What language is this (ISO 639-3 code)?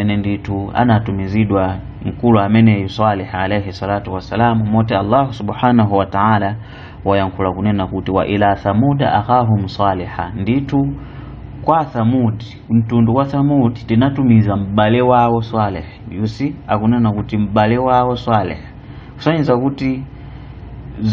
nya